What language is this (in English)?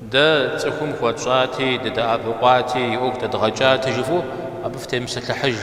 Kabardian